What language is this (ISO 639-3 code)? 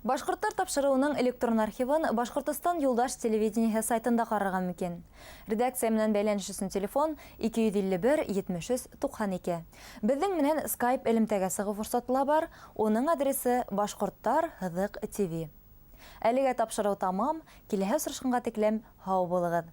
bak